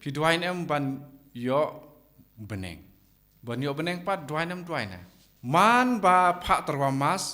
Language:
Khasi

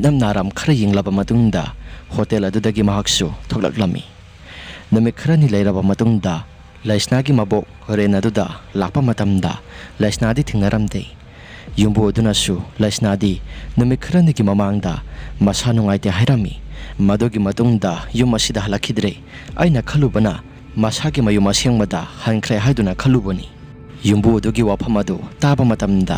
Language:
Manipuri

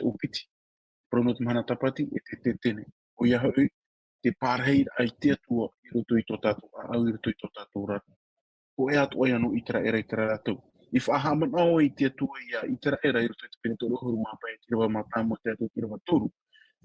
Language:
Tahitian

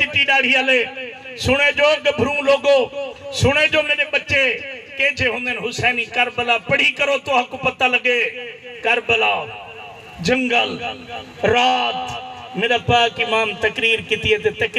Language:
Saraiki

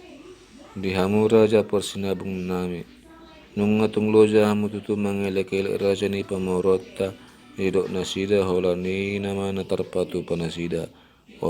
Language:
Batak Toba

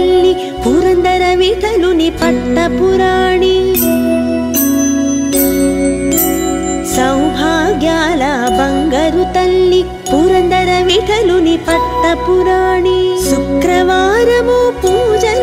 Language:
Telugu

